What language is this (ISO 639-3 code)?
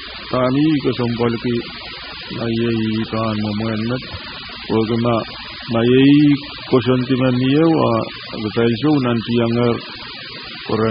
pon